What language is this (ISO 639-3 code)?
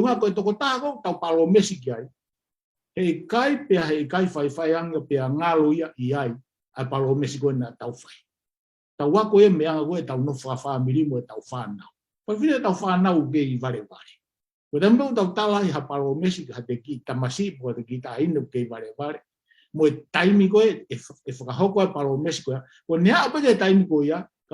ton